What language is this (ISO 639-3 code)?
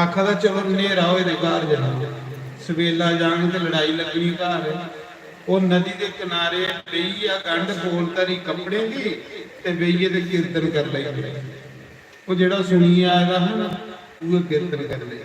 doi